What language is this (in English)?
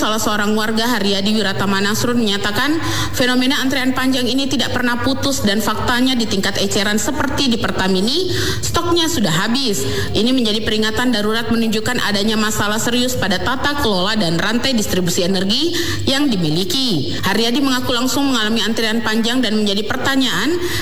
Indonesian